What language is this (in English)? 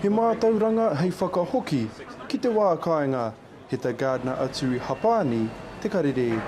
Māori